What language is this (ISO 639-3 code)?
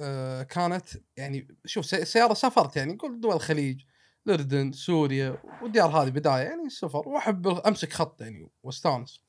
afb